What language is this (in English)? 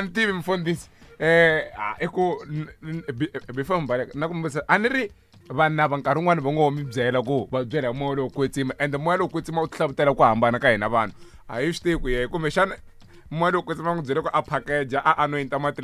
Tsonga